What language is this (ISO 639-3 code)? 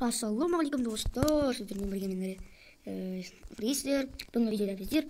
kaz